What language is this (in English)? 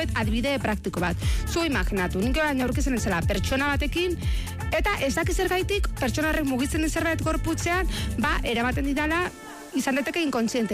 Basque